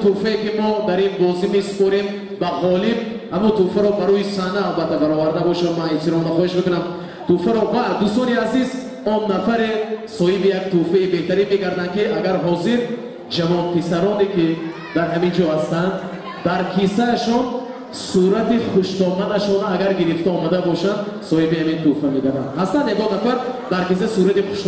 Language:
Tajik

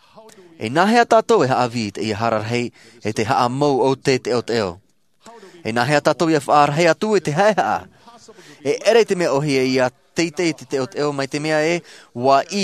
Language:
Tahitian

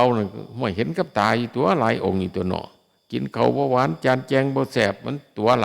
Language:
Northeastern Thai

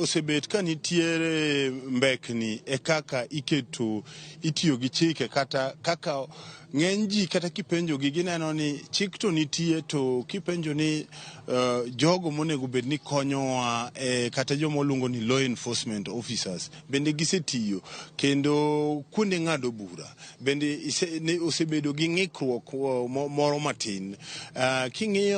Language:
Luo (Kenya and Tanzania)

